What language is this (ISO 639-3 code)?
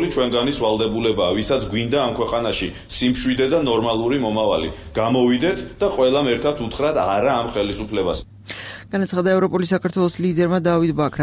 kat